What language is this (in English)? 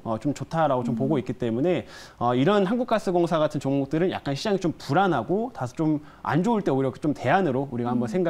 Korean